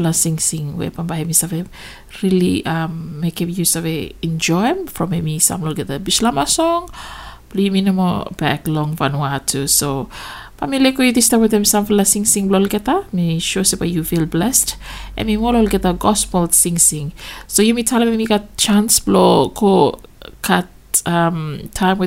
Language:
Bislama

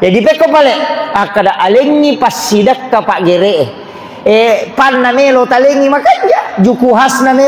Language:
Buginese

